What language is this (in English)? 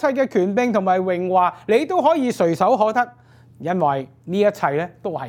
Cantonese